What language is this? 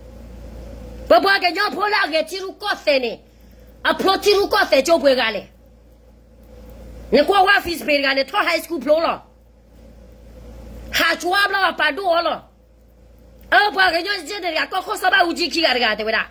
S'gaw Karen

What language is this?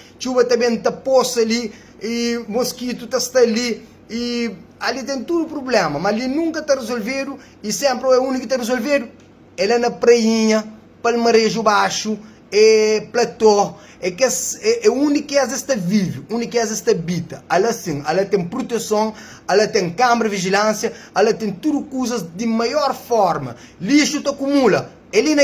Kabuverdianu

